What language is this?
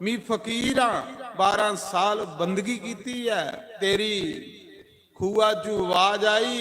Dogri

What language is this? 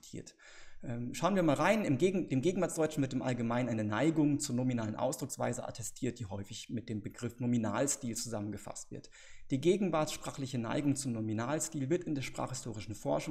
German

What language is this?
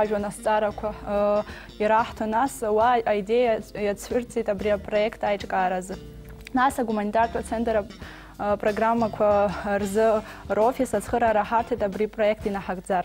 Abkhazian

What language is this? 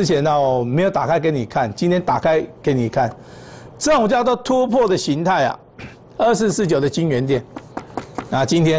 Chinese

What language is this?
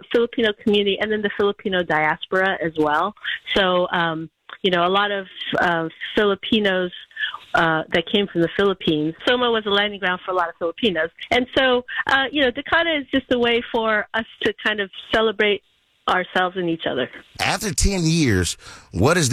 English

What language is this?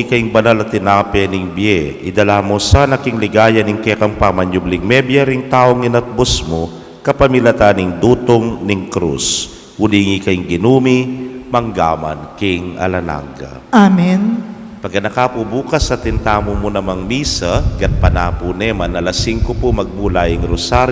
Pampanga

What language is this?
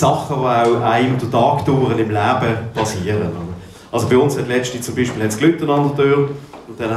Swiss German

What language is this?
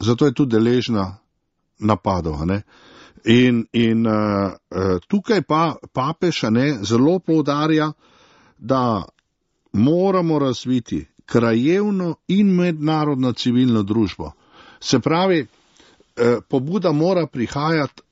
Slovenian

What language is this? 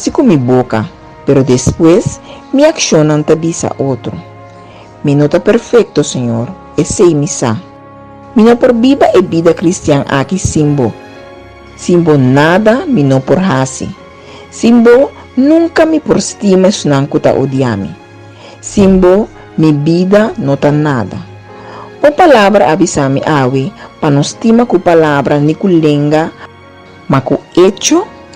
Papiamento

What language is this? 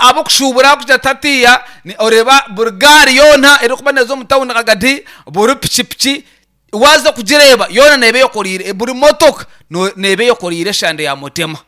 Nyankole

